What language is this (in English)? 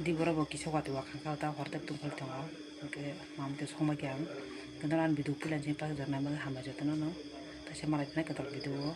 Kok Borok